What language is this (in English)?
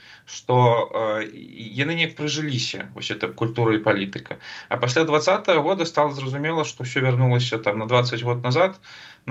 Belarusian